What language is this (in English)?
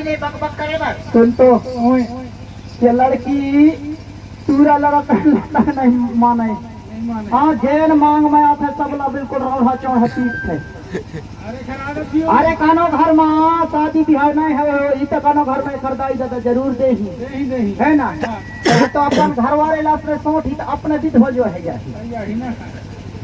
Chhattisgarhi